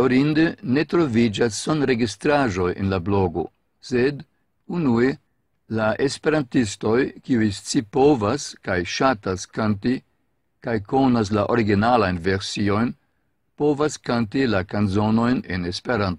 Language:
Esperanto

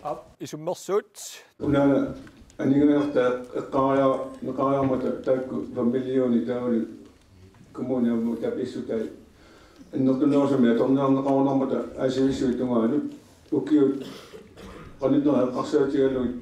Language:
Kalaallisut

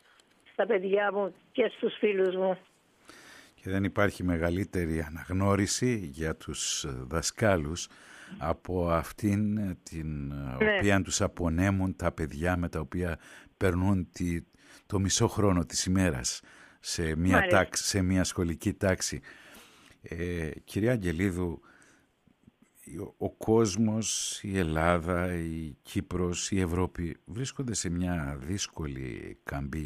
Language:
Greek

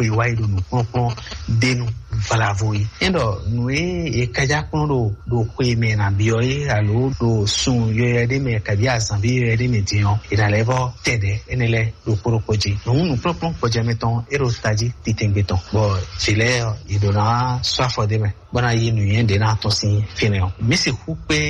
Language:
Fon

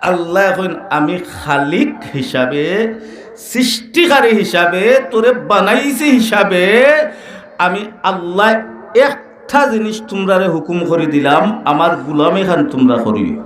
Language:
Sylheti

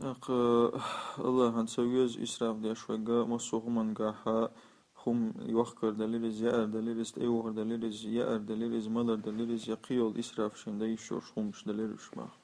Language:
Chechen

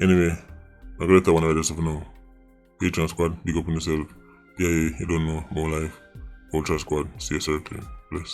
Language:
Jamaican Creole English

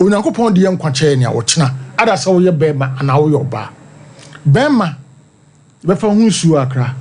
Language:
Akan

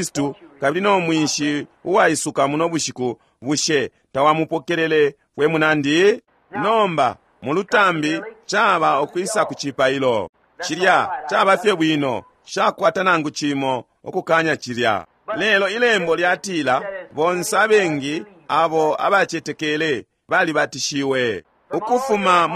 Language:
Bemba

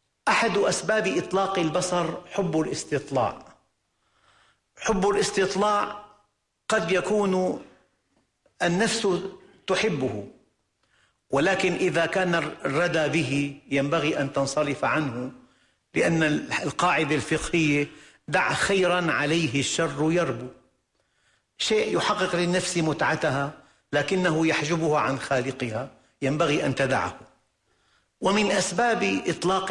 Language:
Arabic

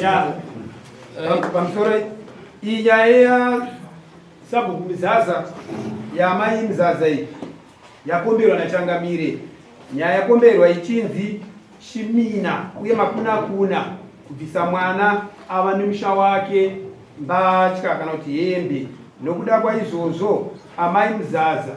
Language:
Shona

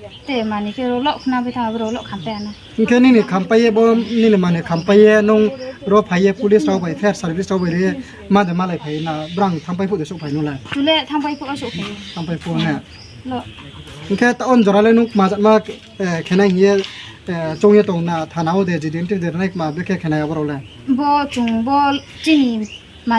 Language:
Riang (India)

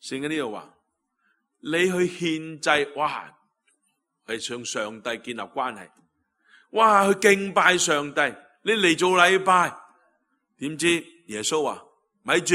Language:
Cantonese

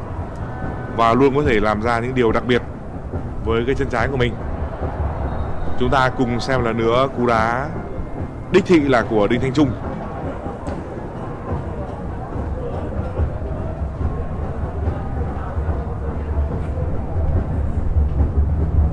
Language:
Vietnamese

